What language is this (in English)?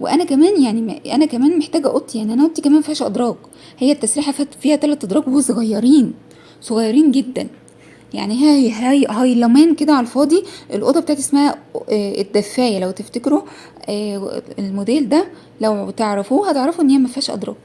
Egyptian Arabic